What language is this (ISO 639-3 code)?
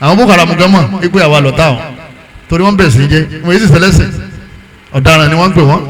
yor